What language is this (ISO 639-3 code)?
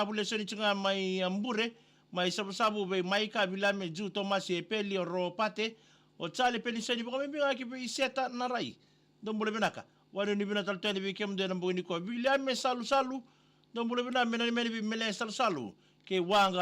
fij